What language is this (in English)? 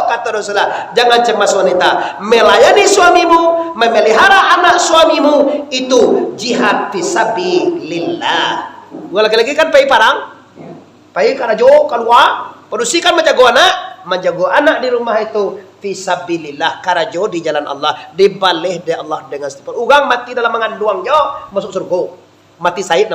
Minangkabau